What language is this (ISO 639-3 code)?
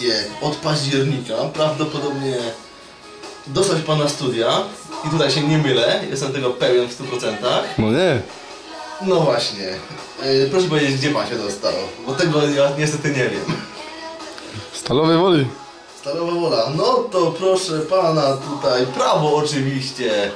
pol